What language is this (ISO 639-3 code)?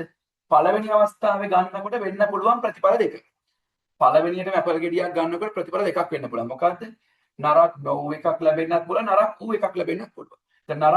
sin